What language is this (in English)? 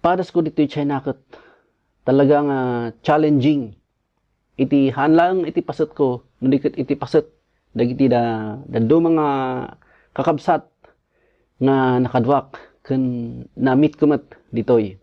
Iloko